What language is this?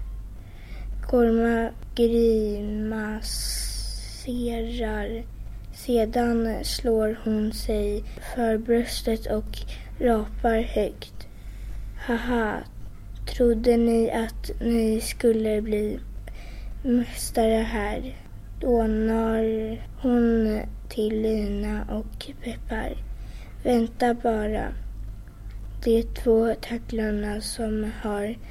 Swedish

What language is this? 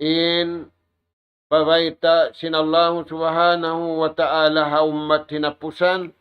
Tausug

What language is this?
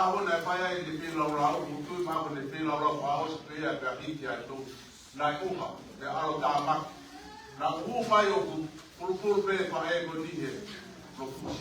Tongan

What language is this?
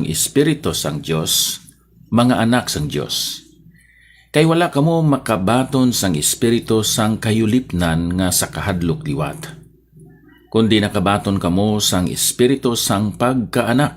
Hiligaynon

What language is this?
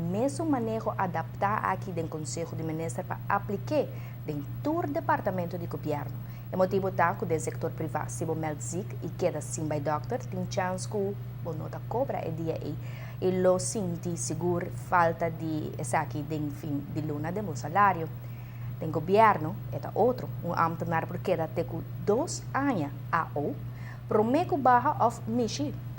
Papiamento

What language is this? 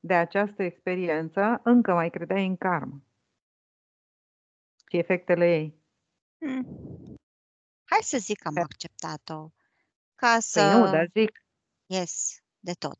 Romanian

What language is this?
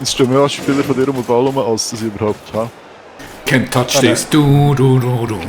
Swiss German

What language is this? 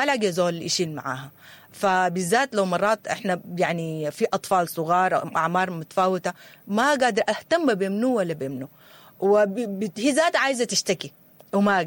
Sudanese Arabic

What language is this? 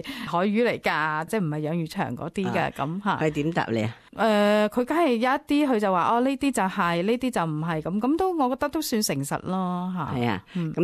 Cantonese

